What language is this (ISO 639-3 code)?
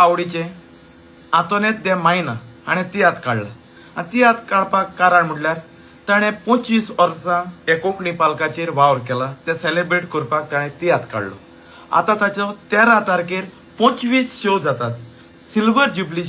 kok